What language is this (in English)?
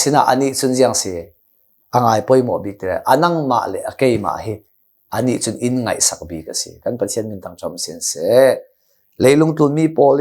Hakha Chin